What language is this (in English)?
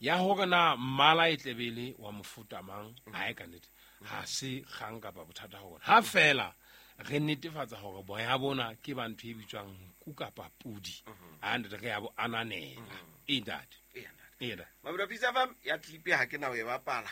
Southern Sotho